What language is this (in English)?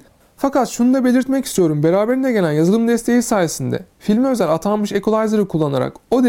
Turkish